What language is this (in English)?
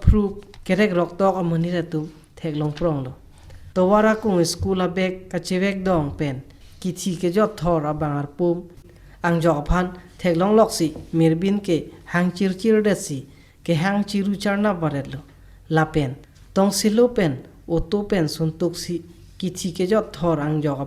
Karbi